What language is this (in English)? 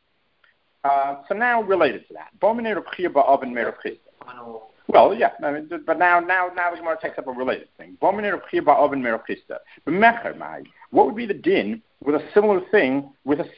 English